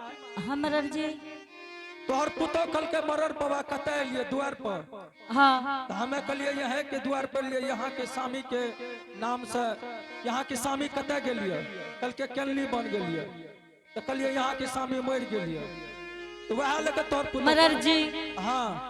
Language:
Angika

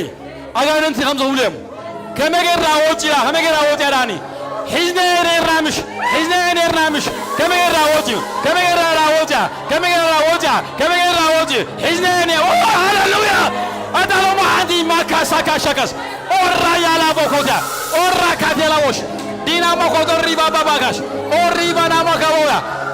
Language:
Tigrinya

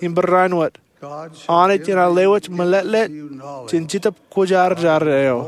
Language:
Marshallese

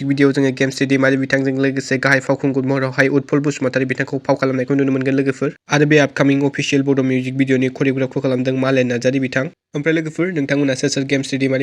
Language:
Bodo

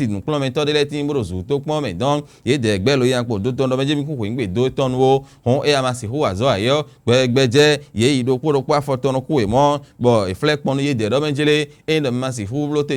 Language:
Fon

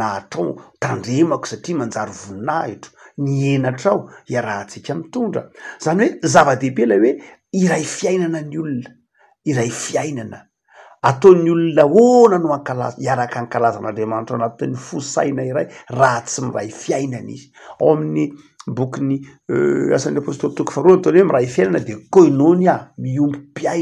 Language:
Malagasy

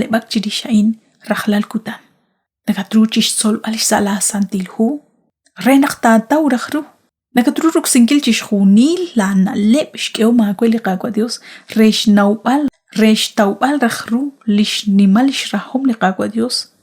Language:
Kekchí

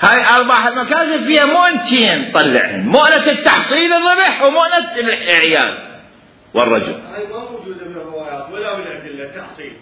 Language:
Mesopotamian Arabic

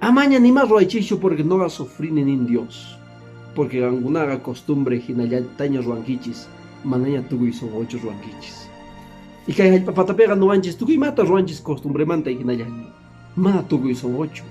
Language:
Quechua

